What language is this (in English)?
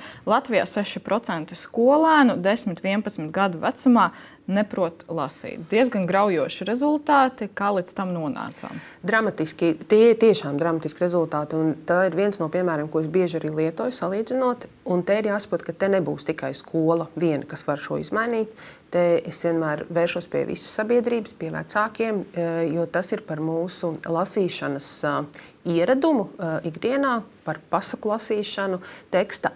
Latvian